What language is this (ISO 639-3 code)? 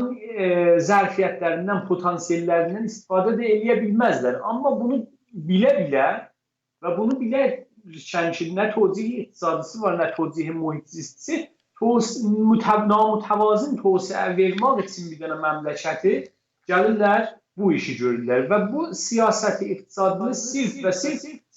azb